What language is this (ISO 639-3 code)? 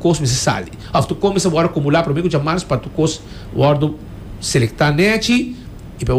pap